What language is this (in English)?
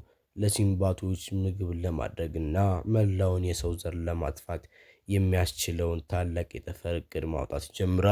Amharic